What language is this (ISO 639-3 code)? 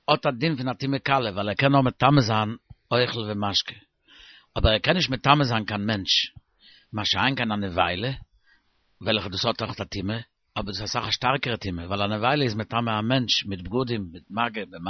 yid